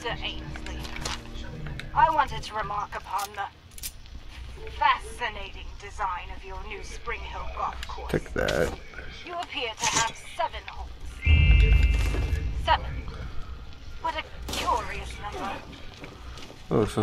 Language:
English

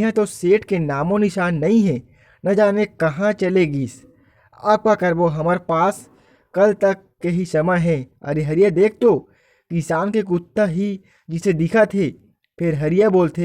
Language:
Chhattisgarhi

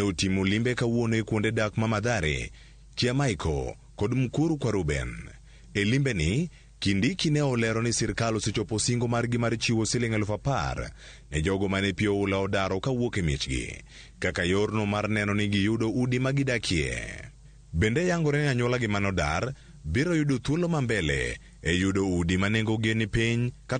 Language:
Luo (Kenya and Tanzania)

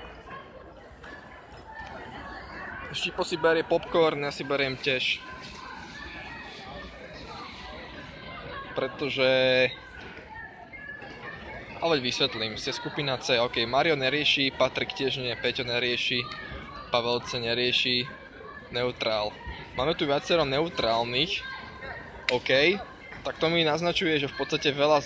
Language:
Slovak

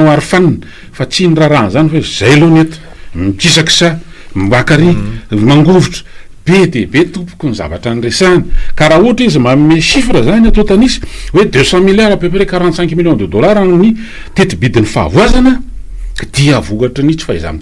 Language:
Malagasy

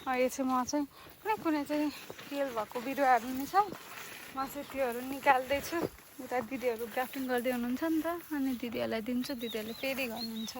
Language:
Nepali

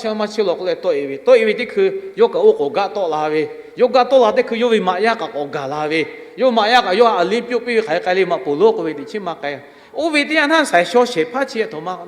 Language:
Lahu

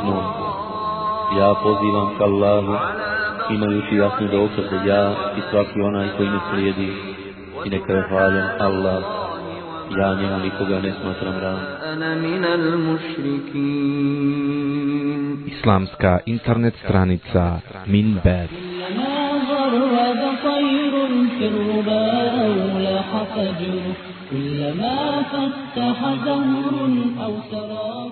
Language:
Bosnian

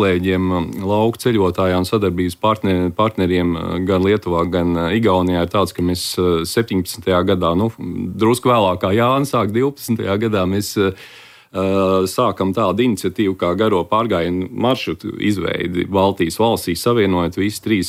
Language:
Latvian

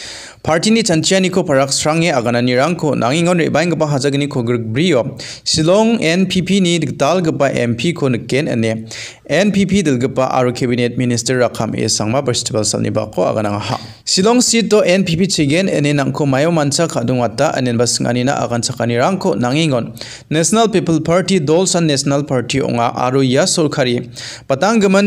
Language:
Garo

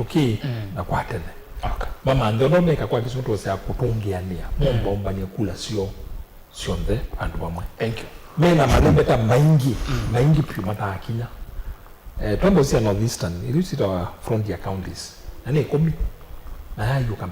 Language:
Kamba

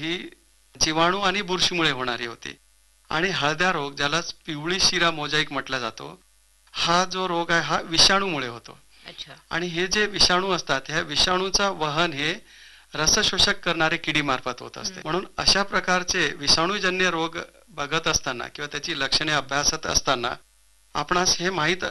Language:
Marathi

